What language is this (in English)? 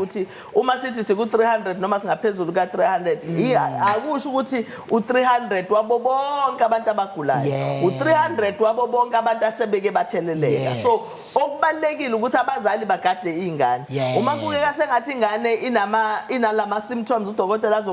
Zulu